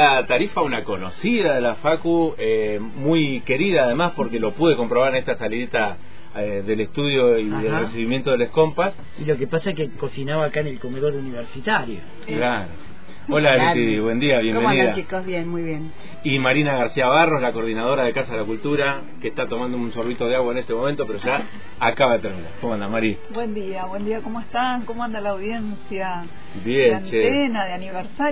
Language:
Spanish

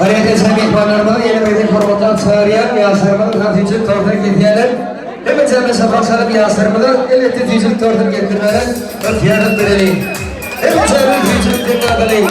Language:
Turkmen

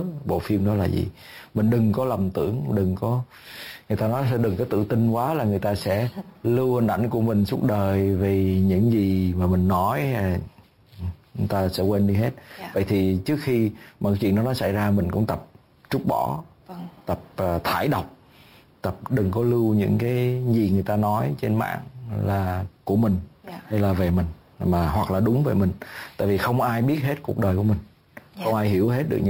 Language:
Vietnamese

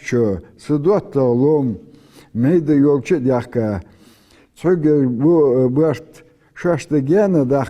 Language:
Ingush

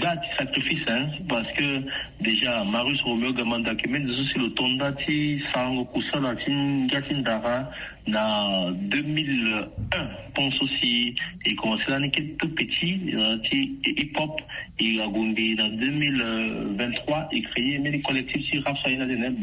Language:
Sango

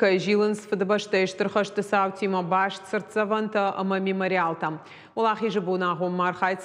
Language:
Ossetic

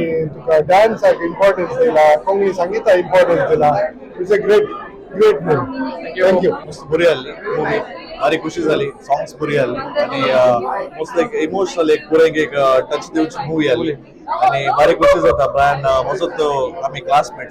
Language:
Konkani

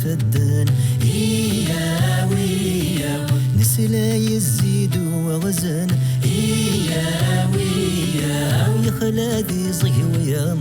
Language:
Kabyle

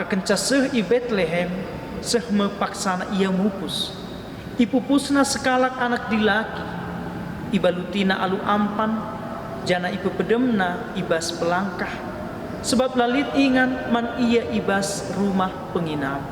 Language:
Batak Karo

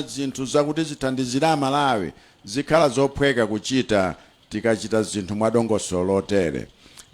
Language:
Nyanja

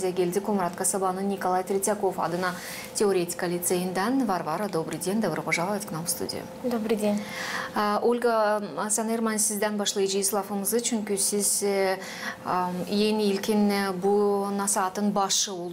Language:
Gagauz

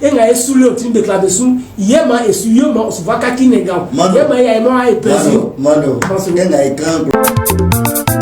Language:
Baoulé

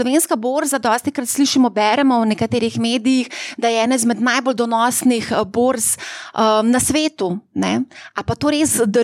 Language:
Slovenian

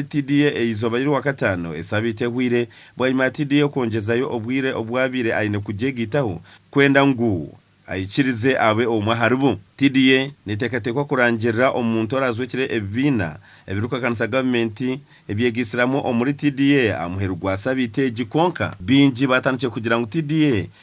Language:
Nyankole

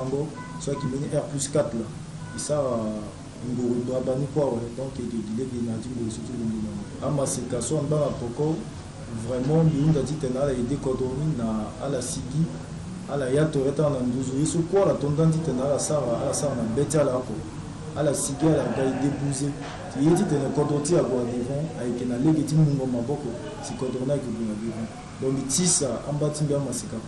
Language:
Sango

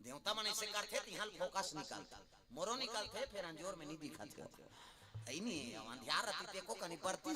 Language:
Chhattisgarhi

